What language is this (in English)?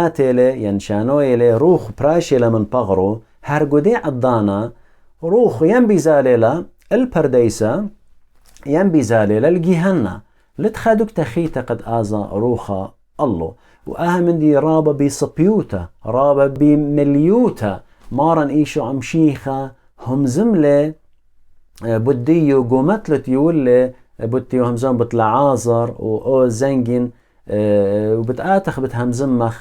Assyrian Neo-Aramaic